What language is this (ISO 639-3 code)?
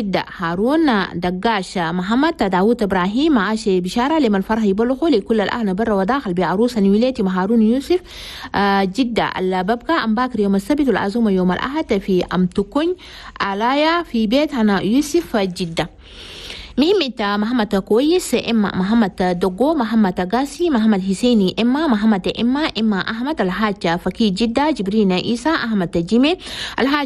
shu